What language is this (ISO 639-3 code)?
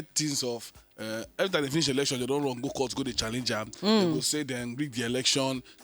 pcm